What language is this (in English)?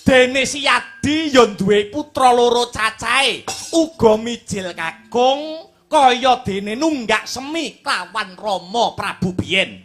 Javanese